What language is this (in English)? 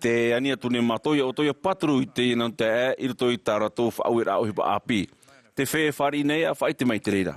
Tahitian